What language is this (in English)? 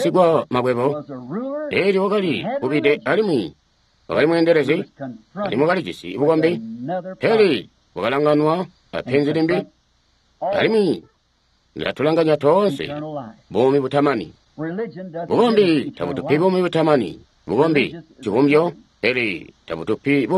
Tonga (Zambia)